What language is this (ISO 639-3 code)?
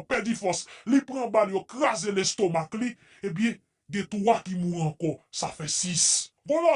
hat